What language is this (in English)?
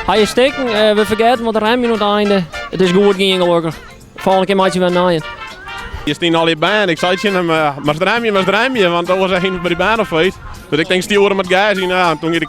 Western Frisian